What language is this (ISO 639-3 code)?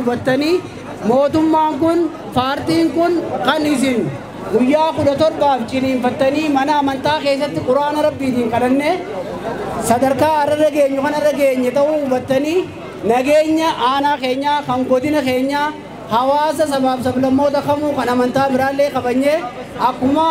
orm